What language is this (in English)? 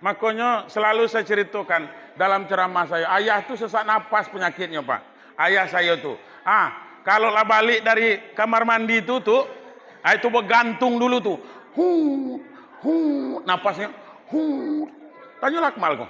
Minangkabau